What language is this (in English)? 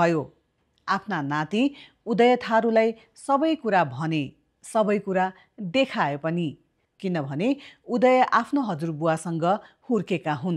Nepali